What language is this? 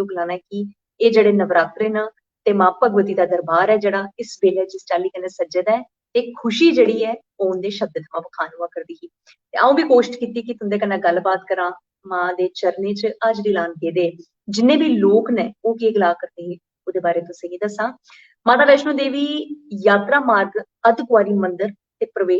Dogri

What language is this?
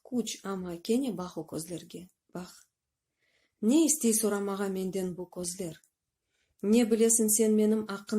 Crimean Tatar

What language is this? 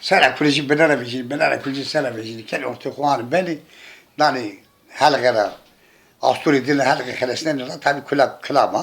Zaza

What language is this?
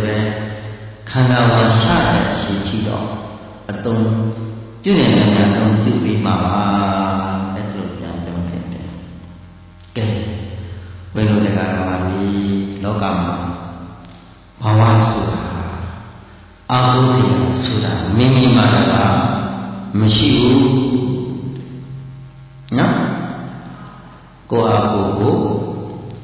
Burmese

